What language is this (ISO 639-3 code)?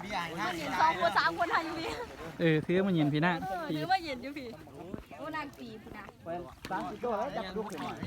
lao